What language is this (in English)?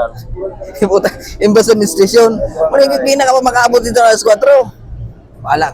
Bikol